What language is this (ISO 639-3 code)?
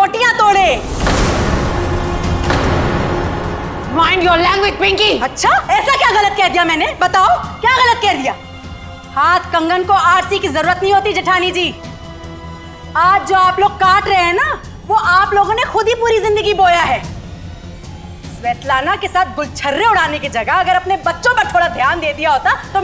hin